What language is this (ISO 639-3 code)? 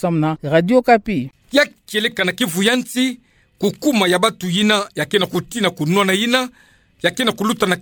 ktu